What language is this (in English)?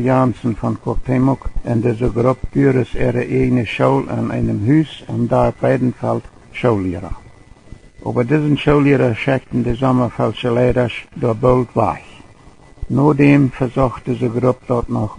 Plautdietsch